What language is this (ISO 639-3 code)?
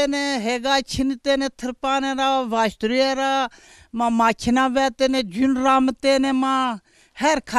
zza